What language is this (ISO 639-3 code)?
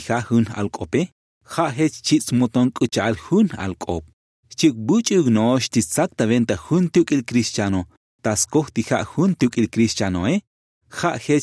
tzo